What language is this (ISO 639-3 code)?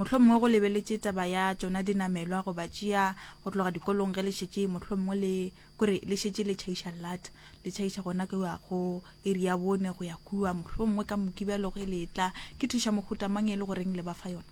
nso